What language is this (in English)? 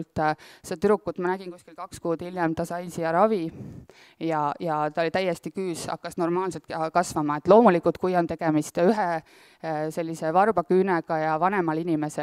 Estonian